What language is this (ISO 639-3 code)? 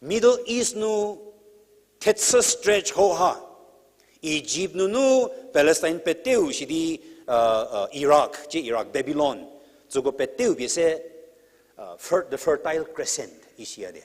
njm